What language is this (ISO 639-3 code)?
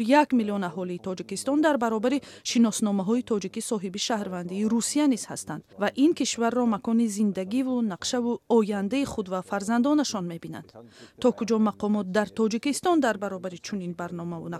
tgk